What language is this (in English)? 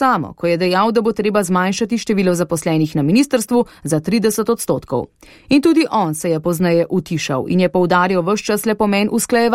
Slovenian